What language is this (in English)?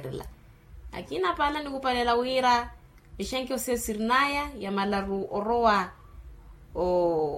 Makhuwa